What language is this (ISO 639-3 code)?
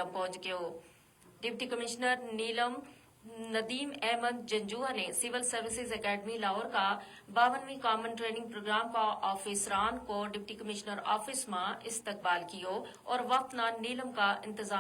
gju